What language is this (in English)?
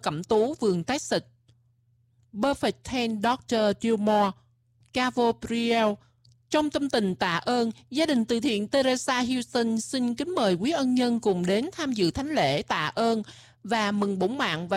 Vietnamese